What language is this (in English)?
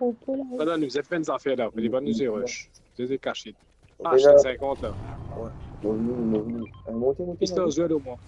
Morisyen